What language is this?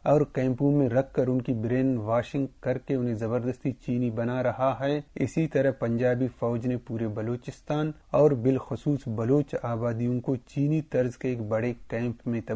Urdu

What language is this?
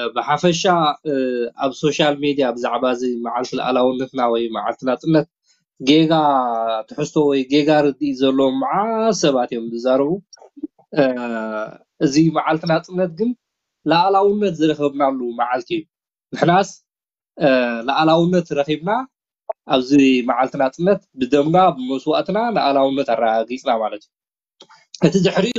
Tigrinya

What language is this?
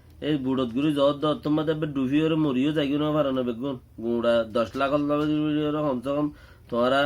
Rohingya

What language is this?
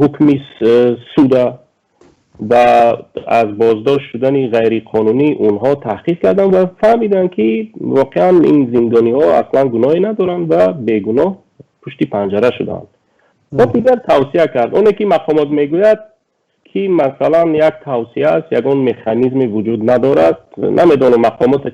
Tajik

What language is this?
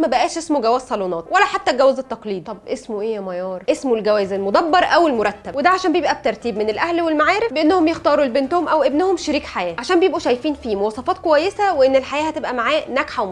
Egyptian Arabic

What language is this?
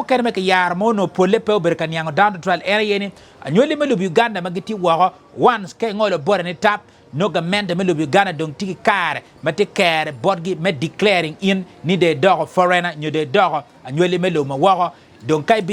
Acoli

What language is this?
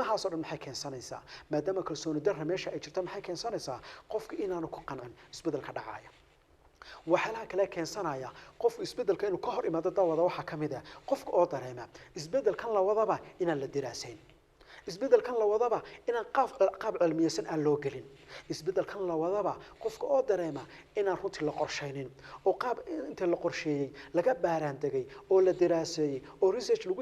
Somali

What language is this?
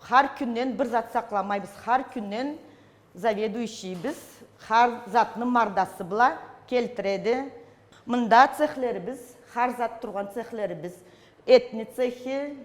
Karachay-Balkar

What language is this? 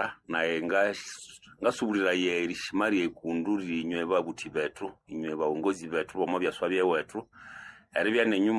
Nande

